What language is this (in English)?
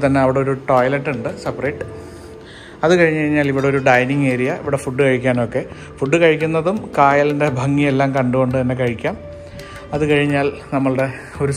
Malayalam